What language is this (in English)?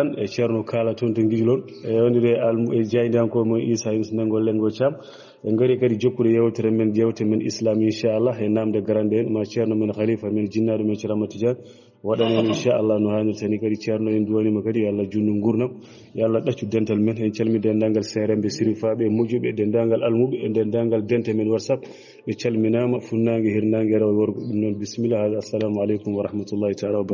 Fula